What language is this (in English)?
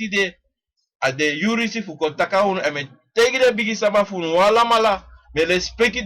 Sranan Tongo